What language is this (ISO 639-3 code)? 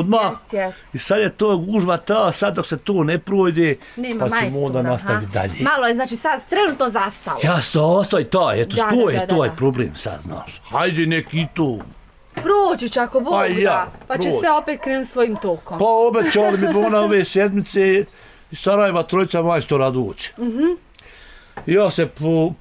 bos